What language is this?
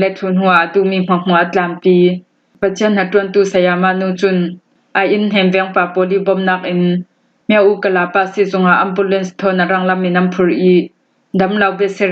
Hakha Chin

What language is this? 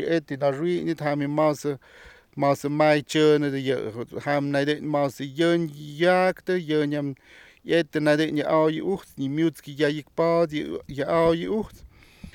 Slovenian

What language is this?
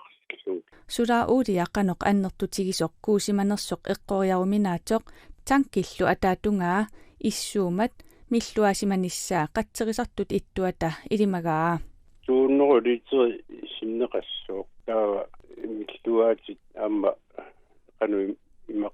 Kalaallisut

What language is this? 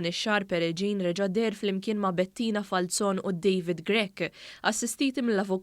Maltese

